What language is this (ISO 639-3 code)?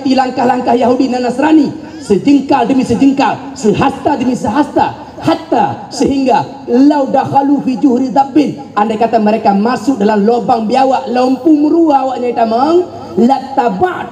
ace